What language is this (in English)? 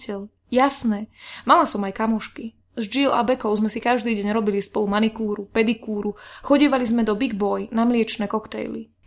Slovak